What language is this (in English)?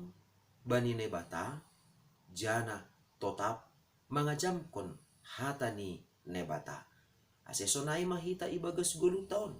Batak Simalungun